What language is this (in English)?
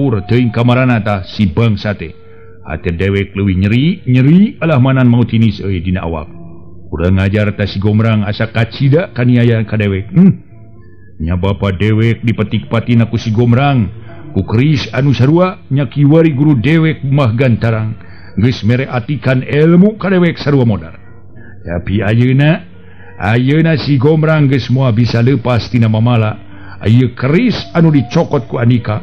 Sundanese